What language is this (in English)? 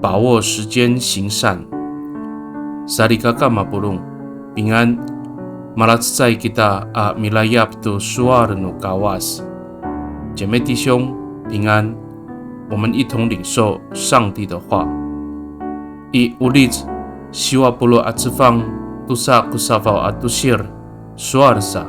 Amis